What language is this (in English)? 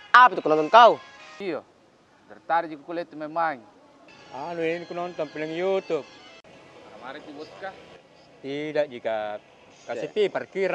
Makassar Malay